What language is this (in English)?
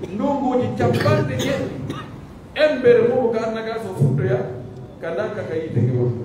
Pular